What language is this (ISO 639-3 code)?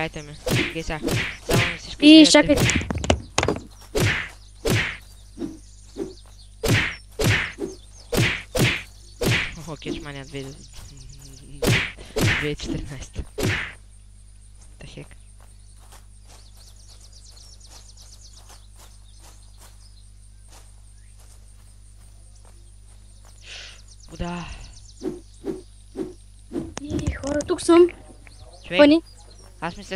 bul